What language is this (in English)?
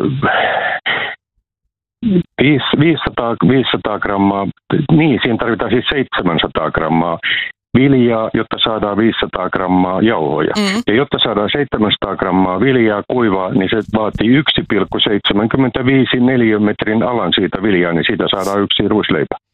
Finnish